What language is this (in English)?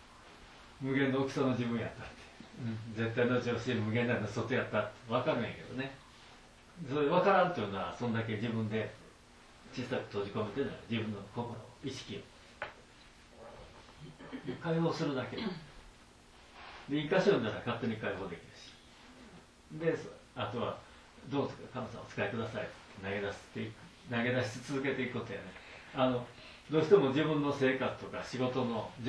Japanese